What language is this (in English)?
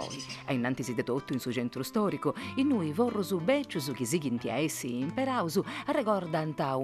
Sardinian